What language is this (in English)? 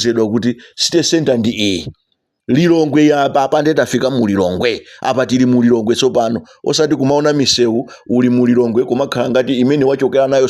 Nyanja